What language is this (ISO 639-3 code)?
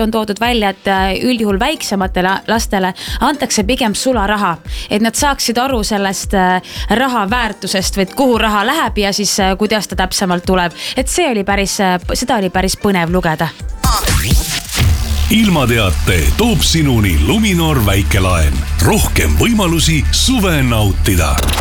est